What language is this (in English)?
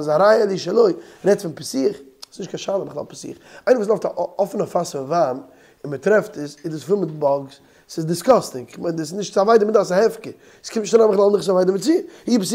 Yiddish